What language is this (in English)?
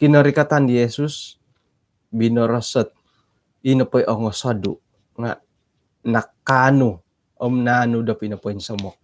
Central Dusun